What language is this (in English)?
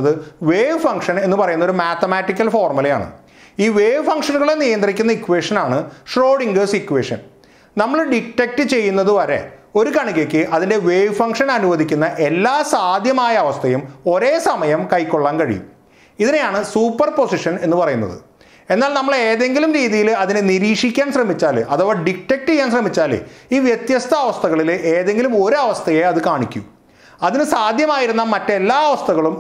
Malayalam